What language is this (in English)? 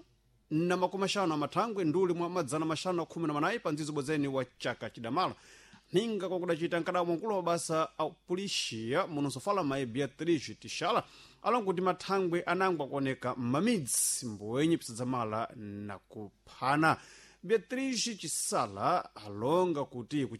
Sena